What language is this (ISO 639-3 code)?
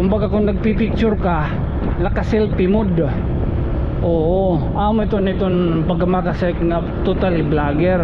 war